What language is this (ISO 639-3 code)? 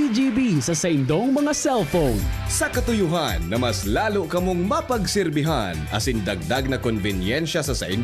bik